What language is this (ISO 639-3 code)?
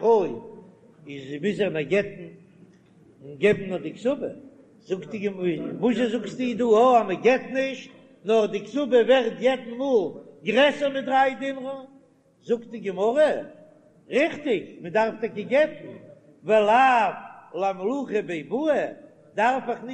yid